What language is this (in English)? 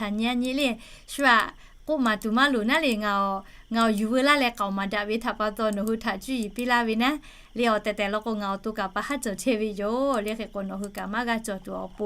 Lahu